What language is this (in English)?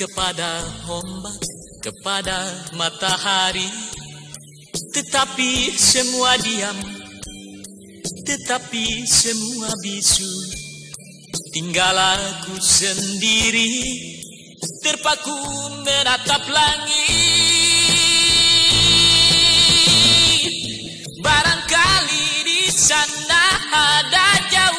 Indonesian